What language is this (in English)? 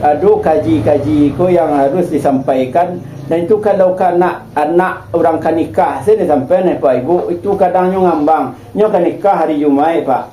Minangkabau